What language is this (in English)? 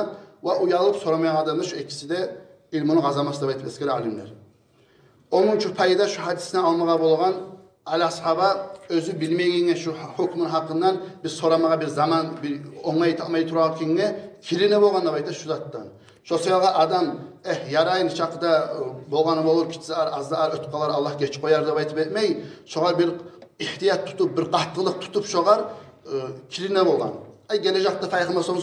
Kumyk